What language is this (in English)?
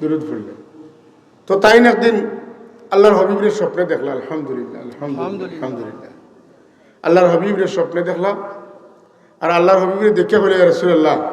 Sylheti